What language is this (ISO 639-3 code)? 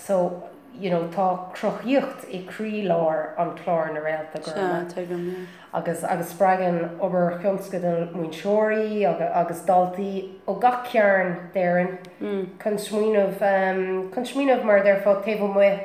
gle